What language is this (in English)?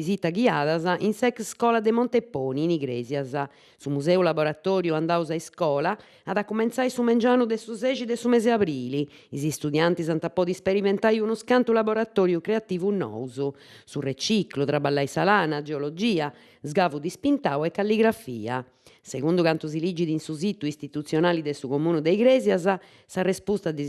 Sardinian